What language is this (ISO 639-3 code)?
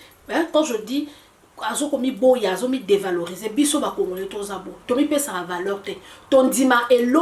lin